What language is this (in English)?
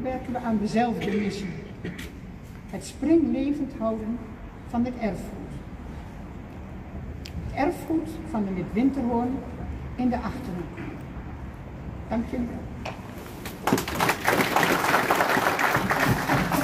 Dutch